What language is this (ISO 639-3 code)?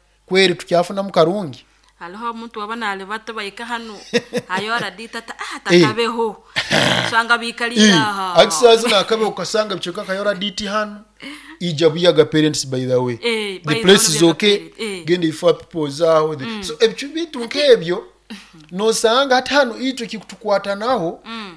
nyo